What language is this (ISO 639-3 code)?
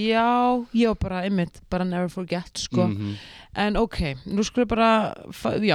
isl